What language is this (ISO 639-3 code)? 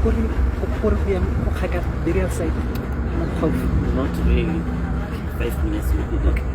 tsn